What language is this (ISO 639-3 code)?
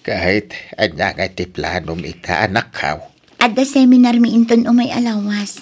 ilo